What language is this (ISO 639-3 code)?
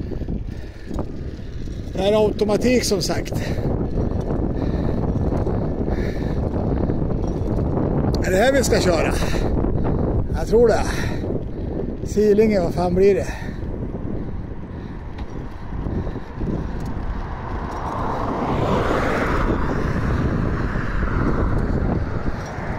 swe